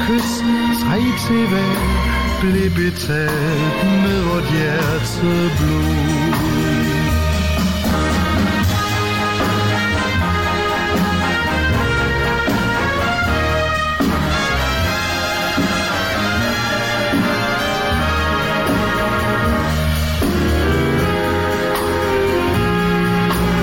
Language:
Danish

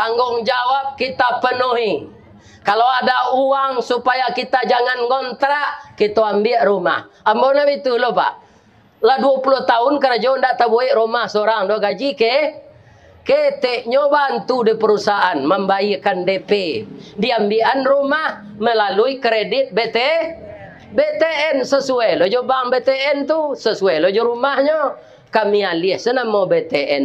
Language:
Minangkabau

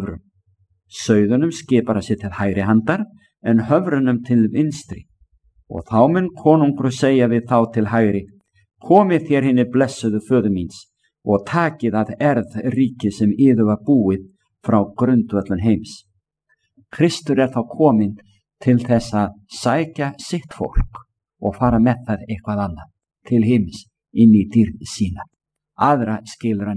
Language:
Icelandic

